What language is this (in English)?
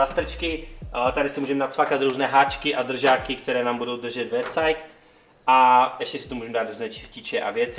Czech